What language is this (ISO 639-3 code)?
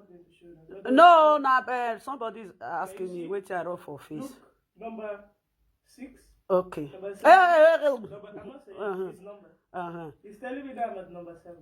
pcm